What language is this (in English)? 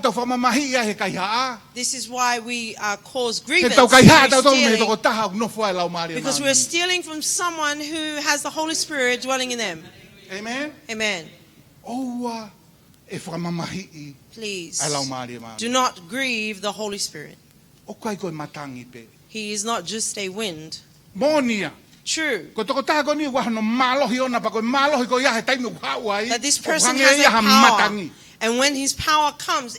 Tongan